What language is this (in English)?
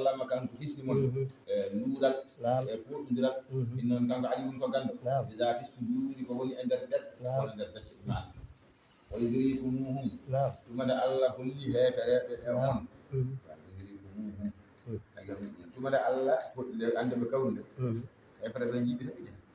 Fula